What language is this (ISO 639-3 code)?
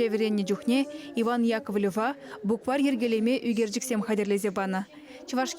chv